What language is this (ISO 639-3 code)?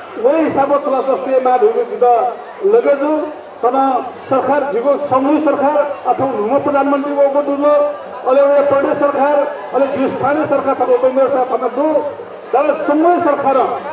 new